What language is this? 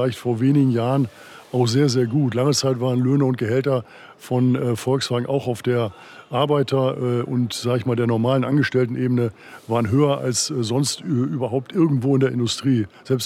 German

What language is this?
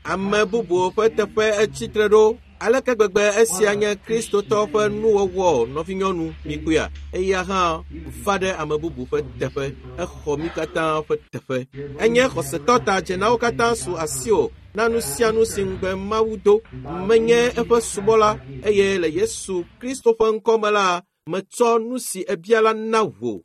Ewe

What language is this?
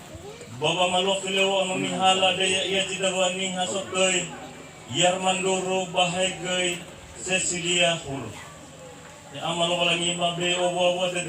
Nias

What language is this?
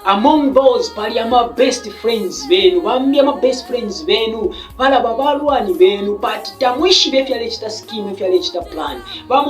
Bemba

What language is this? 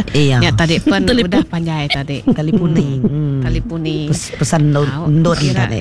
Iban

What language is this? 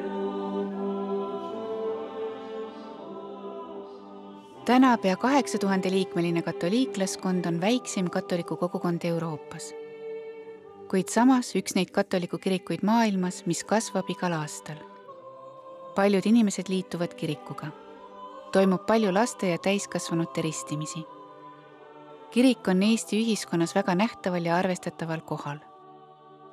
Estonian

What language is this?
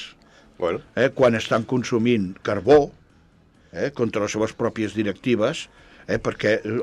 Catalan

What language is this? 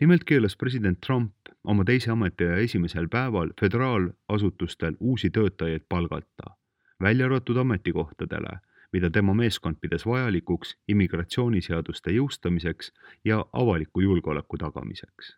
Estonian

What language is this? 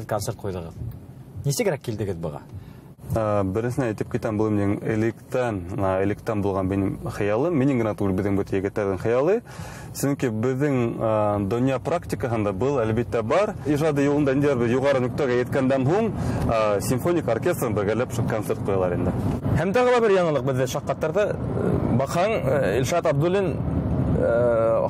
Bashkir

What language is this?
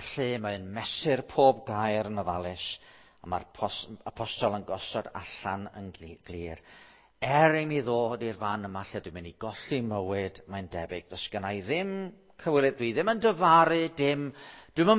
Welsh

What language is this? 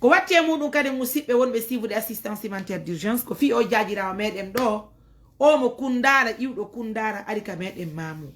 Fula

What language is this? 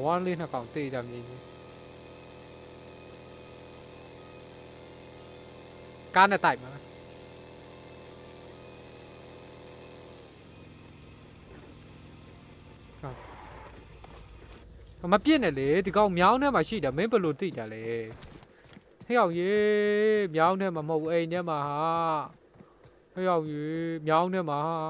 Burmese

